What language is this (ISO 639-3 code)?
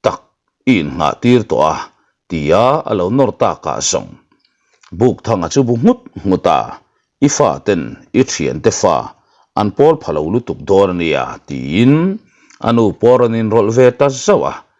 lus